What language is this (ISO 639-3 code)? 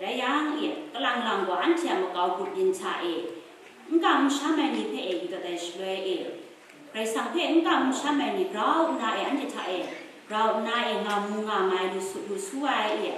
kac